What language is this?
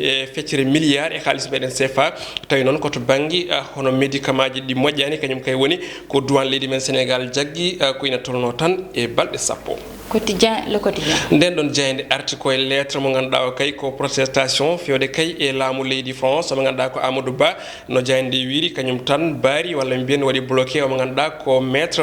Fula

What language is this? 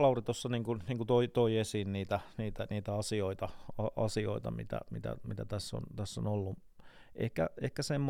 Finnish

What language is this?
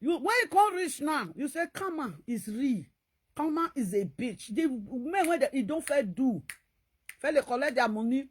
Nigerian Pidgin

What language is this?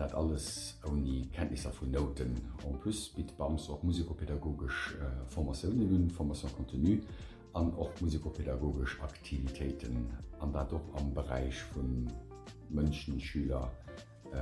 Luxembourgish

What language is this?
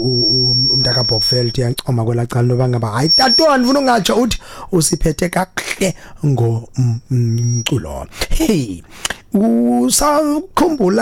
Xhosa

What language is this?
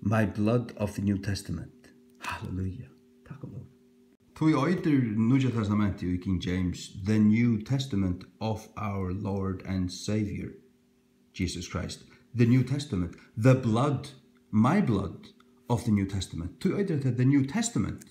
Faroese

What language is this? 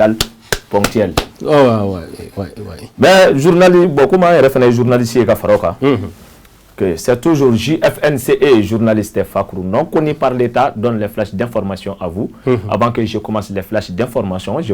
Bambara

